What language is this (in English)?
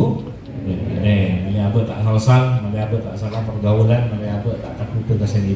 Madurese